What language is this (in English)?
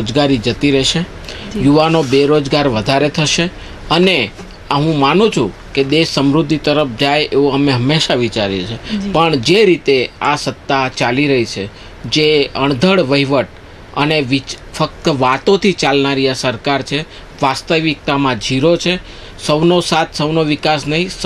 Gujarati